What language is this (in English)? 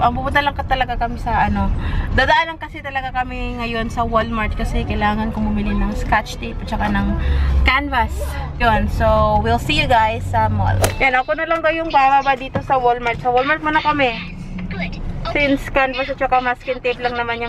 Filipino